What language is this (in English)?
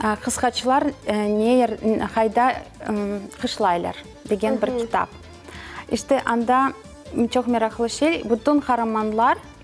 Crimean Tatar